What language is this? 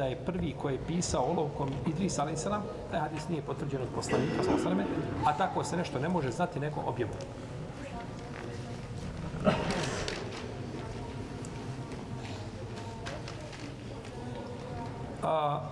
Bosnian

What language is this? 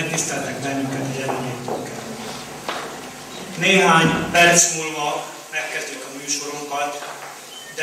Hungarian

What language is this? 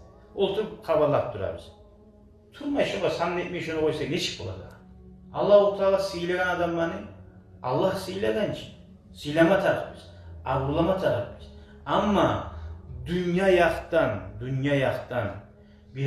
Kumyk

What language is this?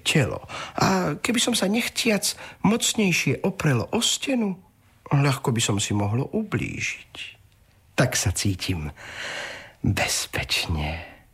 Slovak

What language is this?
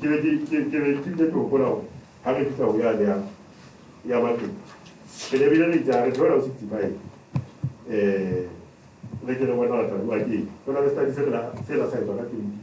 Southern Sotho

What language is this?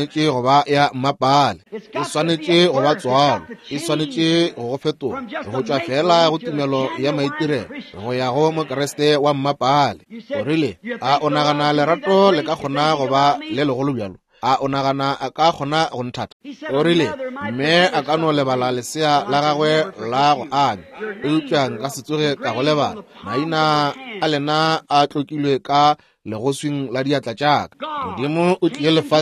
Northern Sotho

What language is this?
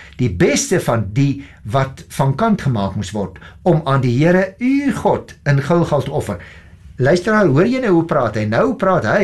Afrikaans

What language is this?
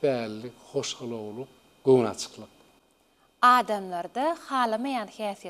Turkmen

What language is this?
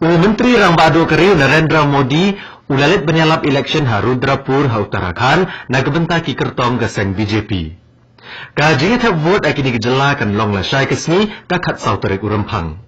Khasi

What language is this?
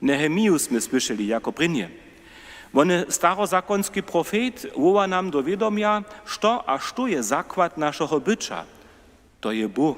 Upper Sorbian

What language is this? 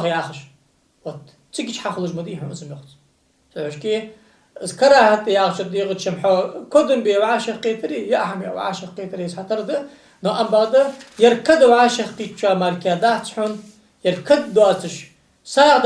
Ingush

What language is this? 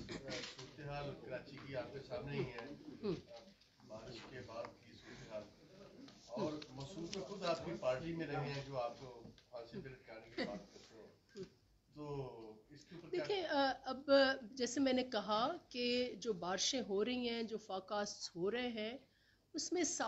Urdu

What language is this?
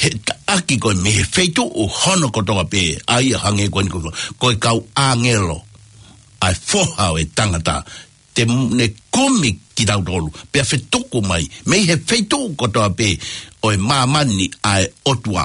Tongan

